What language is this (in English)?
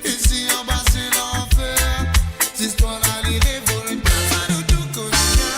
Morisyen